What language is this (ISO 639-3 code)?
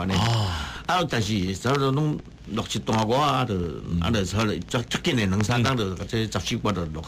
nan